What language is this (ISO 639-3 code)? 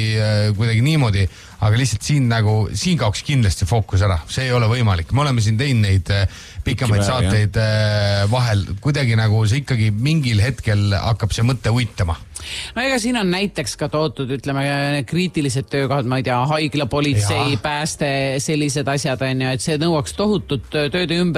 est